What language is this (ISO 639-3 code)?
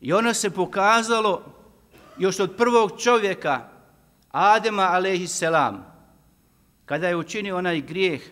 bos